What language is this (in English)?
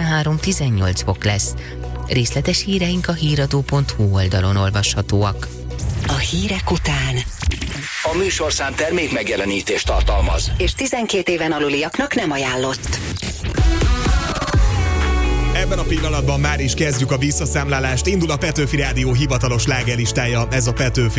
Hungarian